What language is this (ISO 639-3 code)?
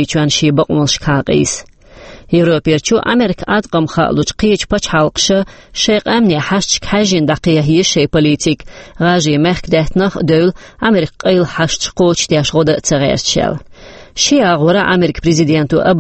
che